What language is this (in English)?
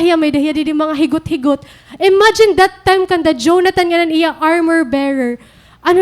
Waray